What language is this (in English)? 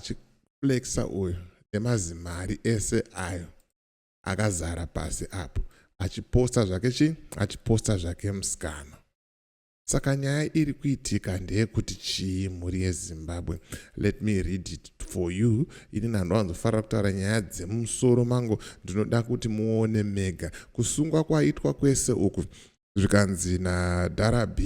Shona